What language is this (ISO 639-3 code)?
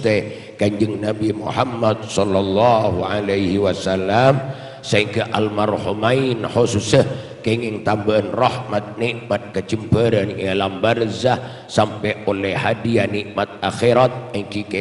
mad